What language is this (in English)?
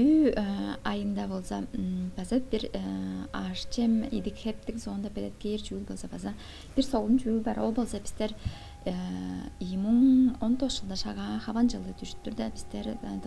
Tuvinian